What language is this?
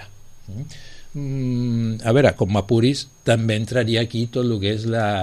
Catalan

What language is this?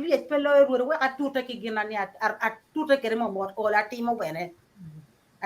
Acoli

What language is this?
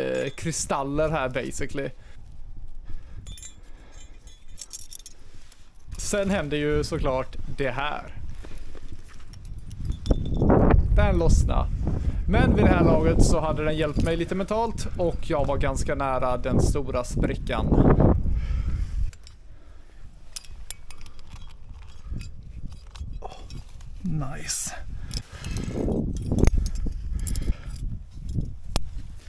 Swedish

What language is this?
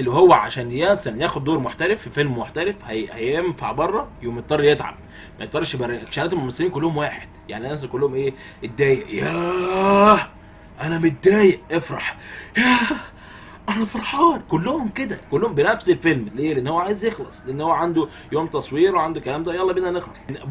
Egyptian Arabic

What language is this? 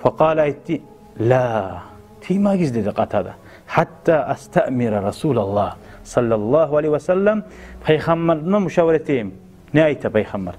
Kumyk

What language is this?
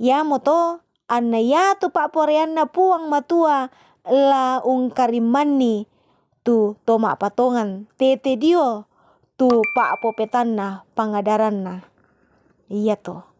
Toraja-Sa'dan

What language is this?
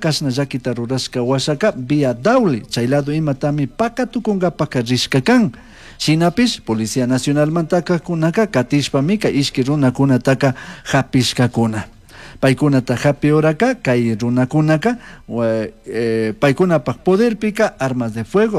Chimborazo Highland Quichua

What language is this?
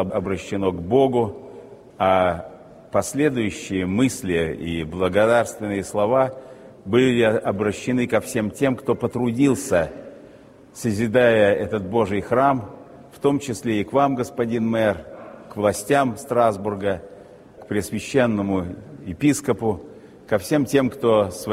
Russian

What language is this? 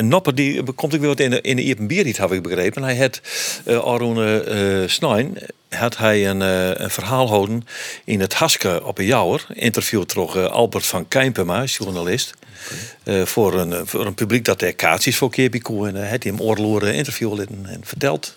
Western Frisian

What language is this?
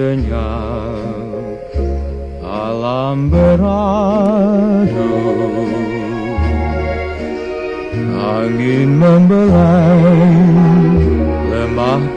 Indonesian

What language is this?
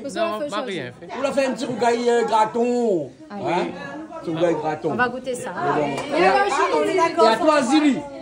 Réunion Creole French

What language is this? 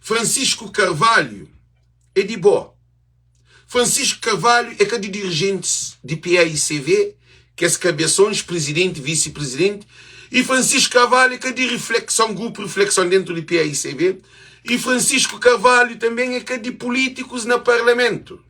Kabuverdianu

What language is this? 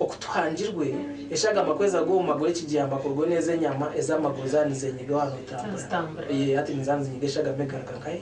Nyankole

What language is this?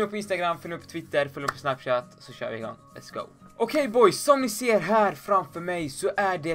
Swedish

